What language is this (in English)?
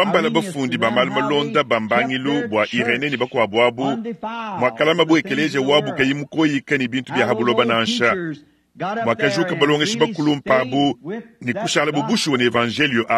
Luba-Lulua